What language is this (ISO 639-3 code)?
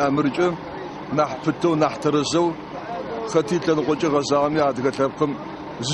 ady